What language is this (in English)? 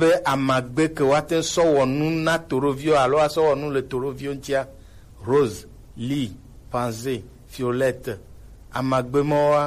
Gen